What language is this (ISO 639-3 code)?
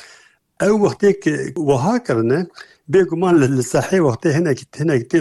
kur